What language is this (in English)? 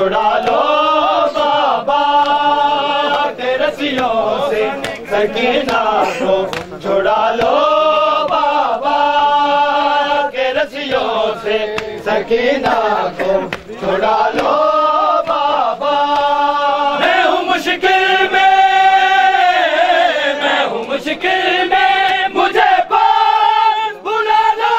Hindi